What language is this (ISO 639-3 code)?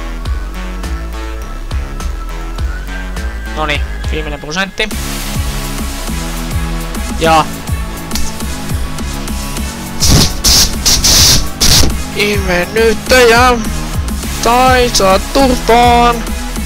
fin